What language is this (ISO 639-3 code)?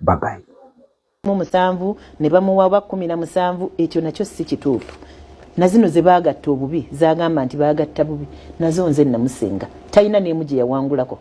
lug